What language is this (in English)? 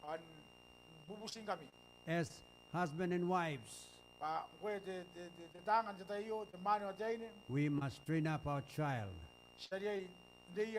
Gilbertese